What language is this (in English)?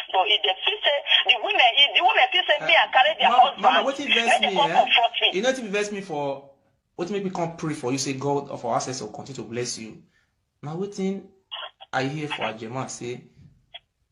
Nigerian Pidgin